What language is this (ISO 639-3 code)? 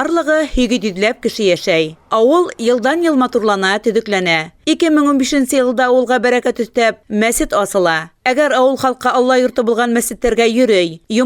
bak